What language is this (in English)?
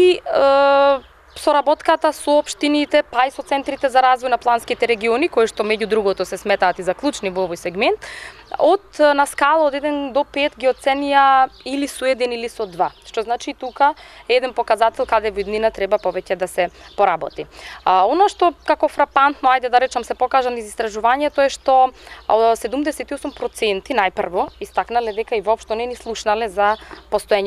Macedonian